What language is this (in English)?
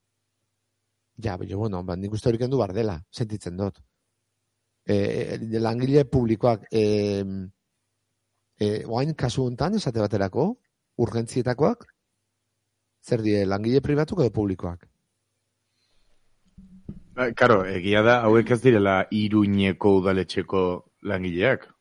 Basque